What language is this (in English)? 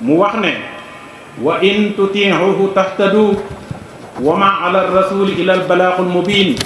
Wolof